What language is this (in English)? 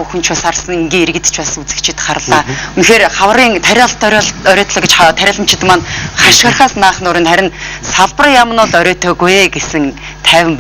Mongolian